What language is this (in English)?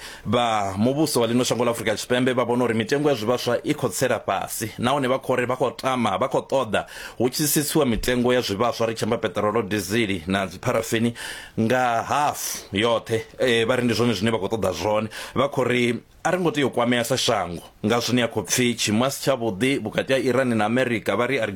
Venda